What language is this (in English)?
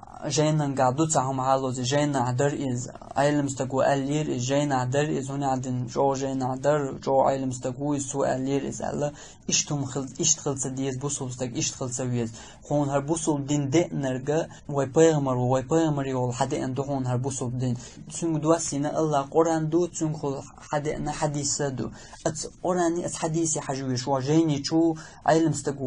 Chechen